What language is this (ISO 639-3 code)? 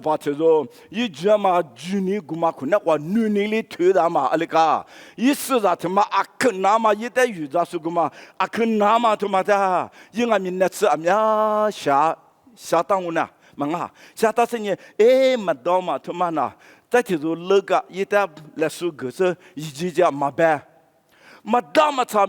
lis